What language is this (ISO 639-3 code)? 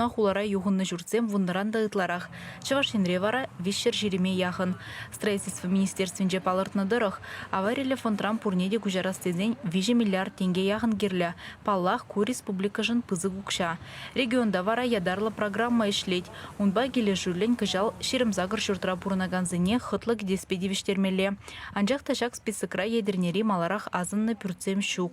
chv